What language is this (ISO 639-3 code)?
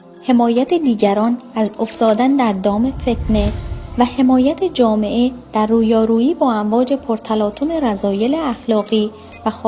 tgk